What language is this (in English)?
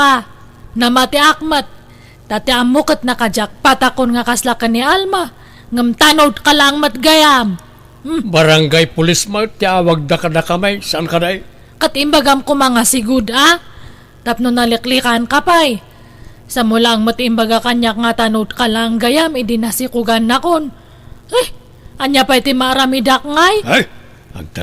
Iloko